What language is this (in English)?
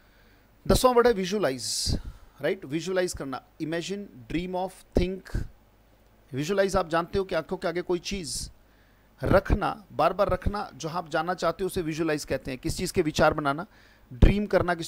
Hindi